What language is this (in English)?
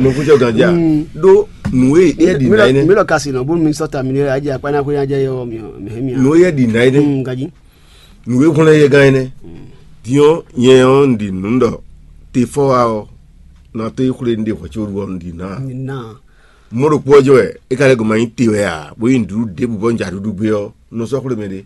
Fon